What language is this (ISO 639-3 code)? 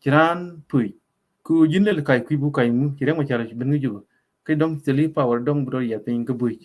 nus